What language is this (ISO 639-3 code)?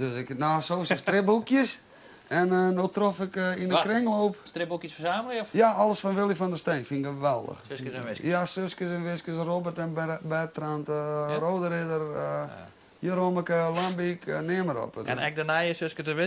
fry